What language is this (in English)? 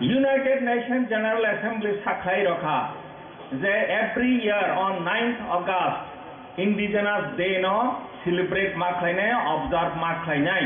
Kok Borok